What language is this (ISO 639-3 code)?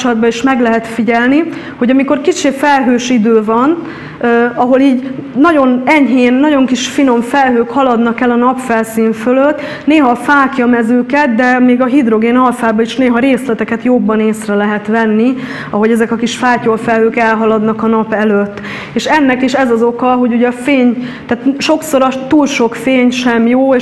hun